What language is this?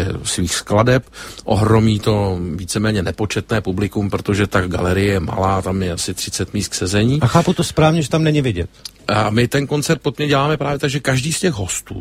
Czech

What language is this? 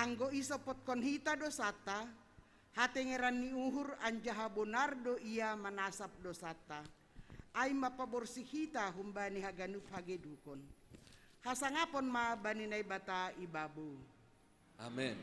Batak Simalungun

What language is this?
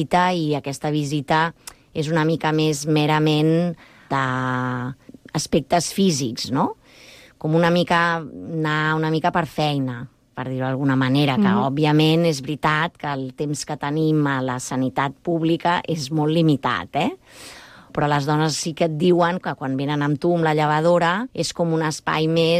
Catalan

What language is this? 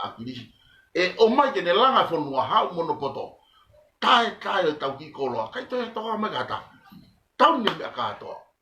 Tongan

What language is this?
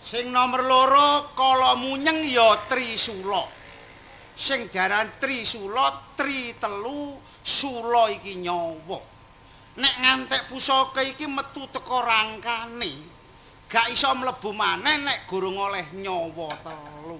Javanese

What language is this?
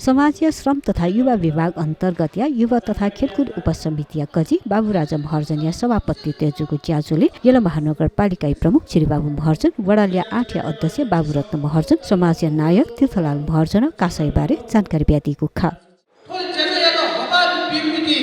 Newari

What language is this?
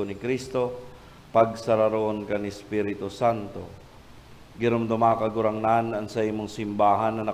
Bikol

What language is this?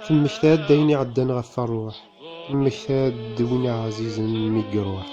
Kabyle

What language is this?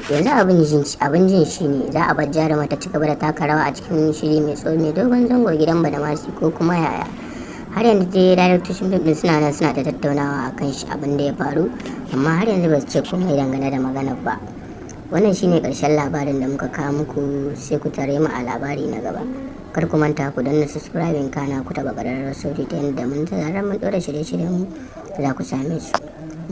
Hausa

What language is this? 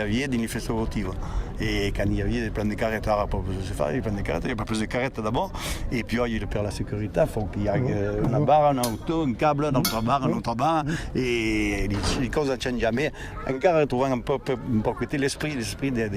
Occitan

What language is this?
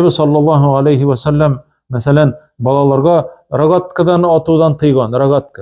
Tatar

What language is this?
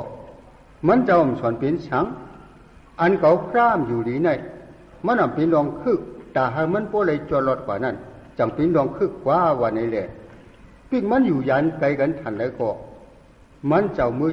Shan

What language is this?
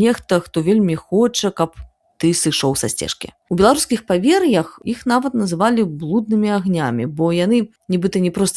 Belarusian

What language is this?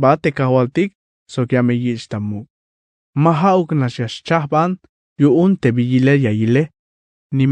Tzeltal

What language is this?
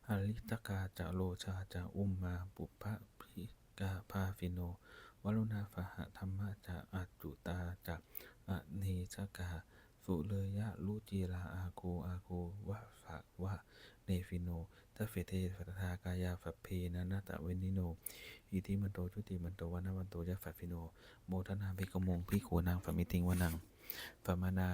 Pali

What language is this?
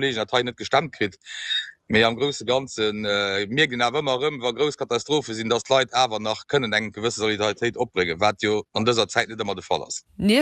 Luxembourgish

